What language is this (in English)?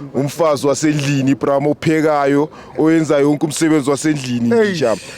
Zulu